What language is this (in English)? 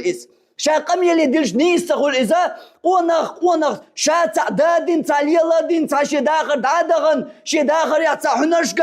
Chechen